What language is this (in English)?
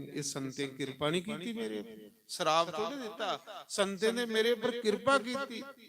Dogri